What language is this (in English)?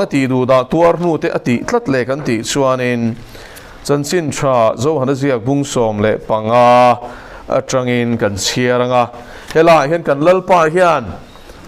Mizo